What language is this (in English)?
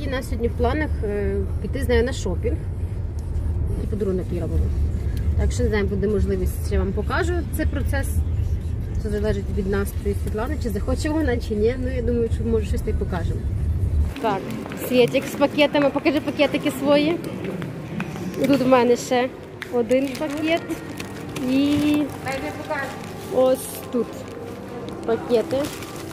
Ukrainian